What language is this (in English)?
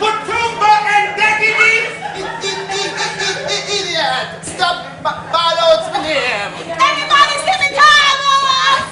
Jamaican Creole English